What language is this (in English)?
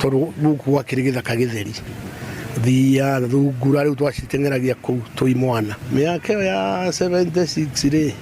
Kikuyu